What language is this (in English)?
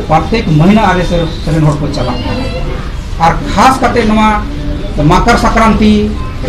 Santali